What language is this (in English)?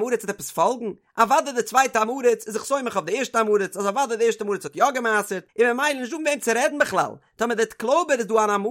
Yiddish